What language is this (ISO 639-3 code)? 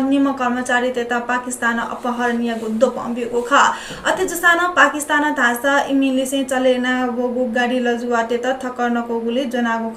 new